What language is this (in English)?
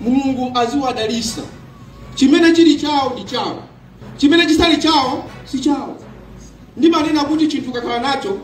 Nyanja